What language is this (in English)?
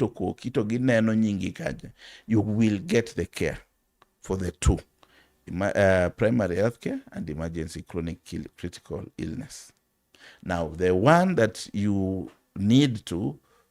Luo (Kenya and Tanzania)